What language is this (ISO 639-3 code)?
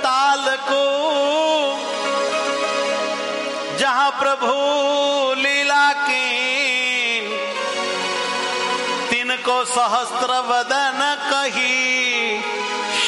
guj